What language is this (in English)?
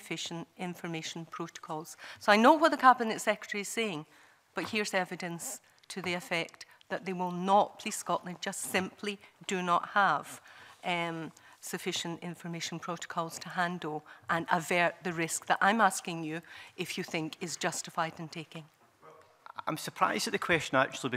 English